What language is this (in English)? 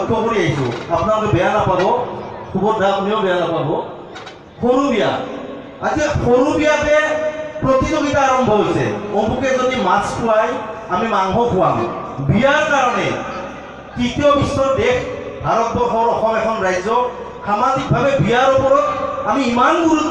Assamese